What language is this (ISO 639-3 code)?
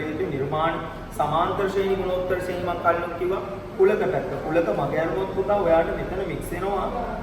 sin